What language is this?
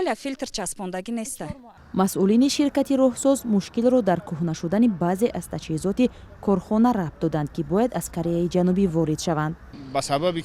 Tajik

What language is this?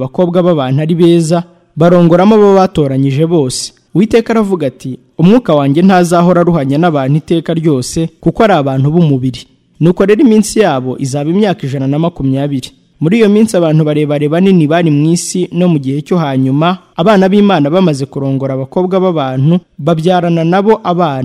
Kinyarwanda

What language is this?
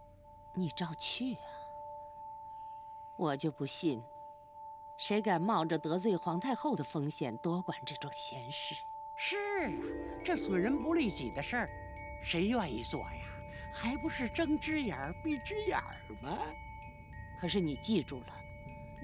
Chinese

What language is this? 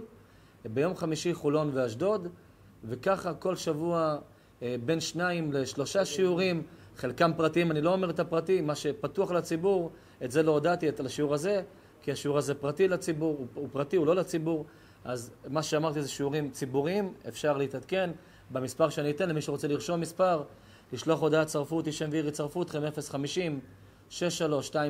Hebrew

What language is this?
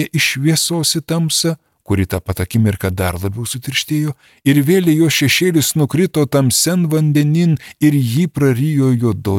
Lithuanian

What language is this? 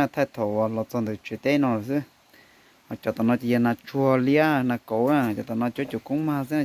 Hmong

